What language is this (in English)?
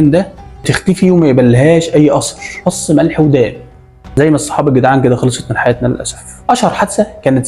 Egyptian Arabic